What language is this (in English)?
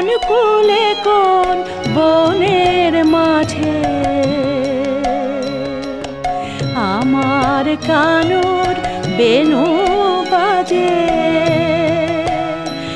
Bangla